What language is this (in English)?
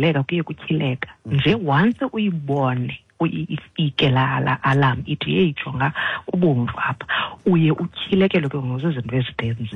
Xhosa